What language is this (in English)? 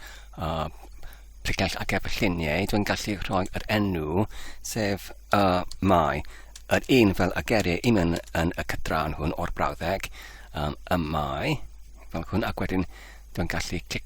Welsh